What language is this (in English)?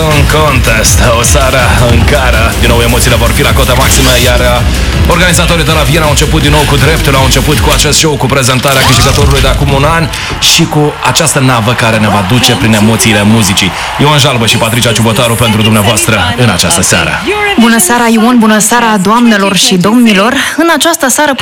Romanian